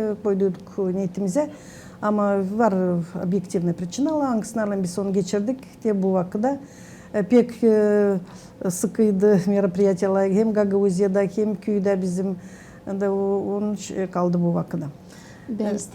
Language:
Gagauz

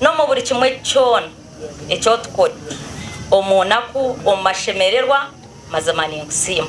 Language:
Nyankole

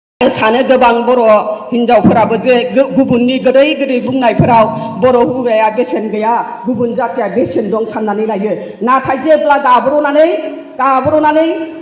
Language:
Bodo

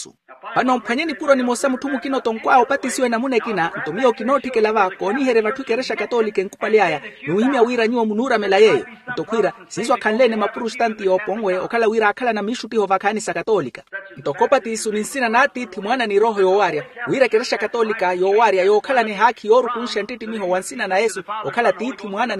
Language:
Makhuwa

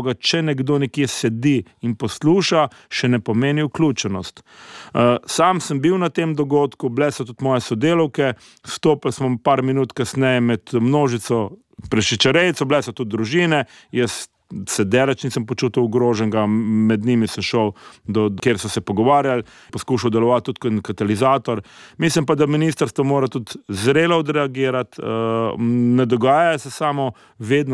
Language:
Slovenian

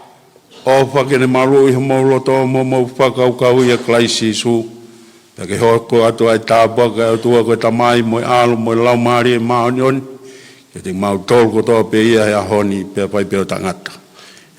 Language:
Tongan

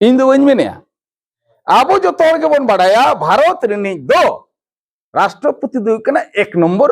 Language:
Santali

